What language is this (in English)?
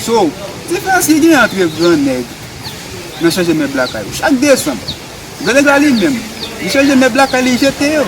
Haitian Creole